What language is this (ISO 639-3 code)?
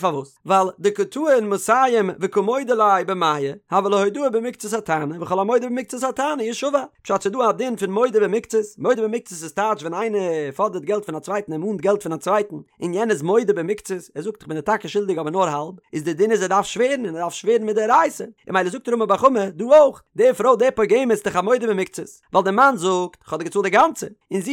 yid